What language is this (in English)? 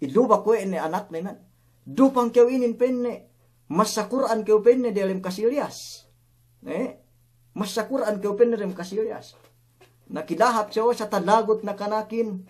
Yakan